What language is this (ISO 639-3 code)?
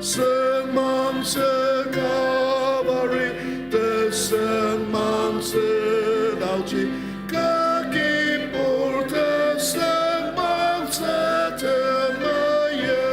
njo